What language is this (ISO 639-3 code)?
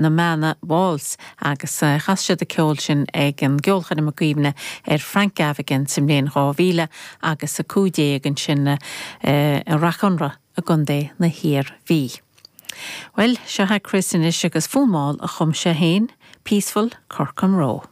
gle